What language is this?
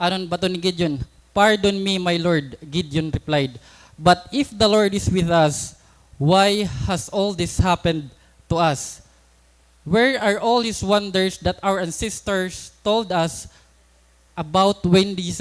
Waray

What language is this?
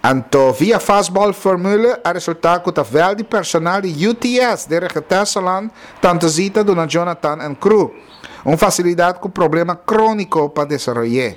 Papiamento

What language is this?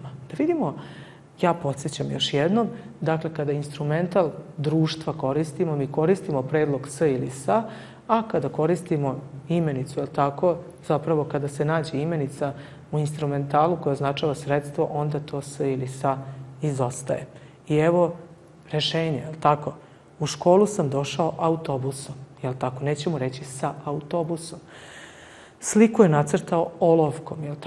Serbian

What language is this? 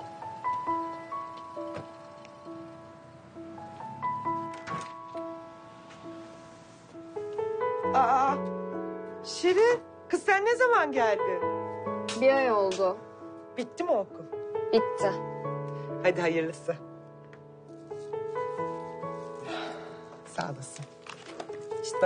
Turkish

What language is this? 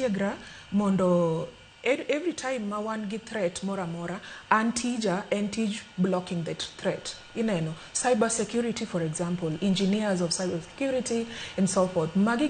Luo (Kenya and Tanzania)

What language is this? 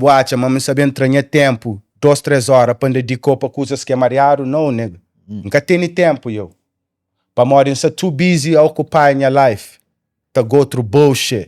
Kabuverdianu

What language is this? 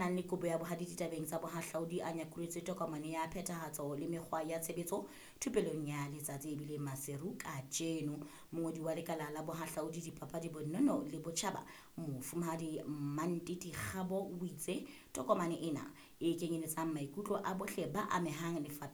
Southern Sotho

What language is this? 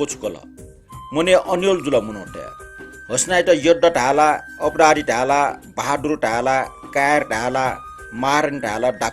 Newari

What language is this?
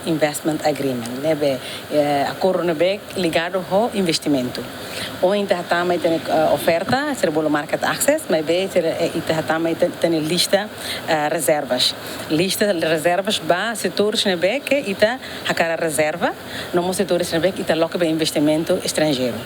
Tetum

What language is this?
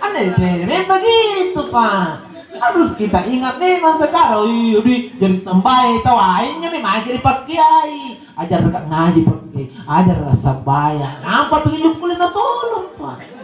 Makasar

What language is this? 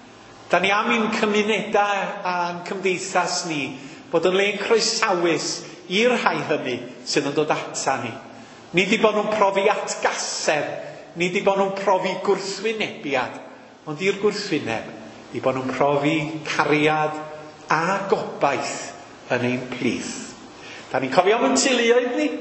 Welsh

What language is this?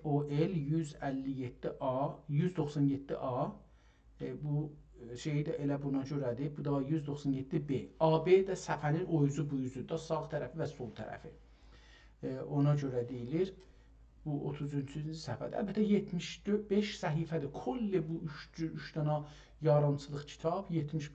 South Azerbaijani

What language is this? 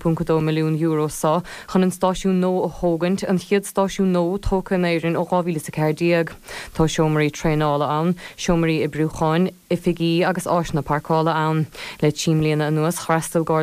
Irish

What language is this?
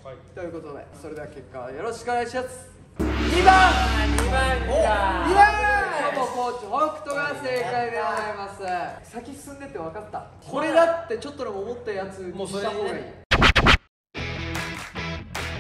Japanese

